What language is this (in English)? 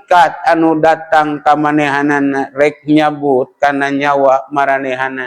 Sundanese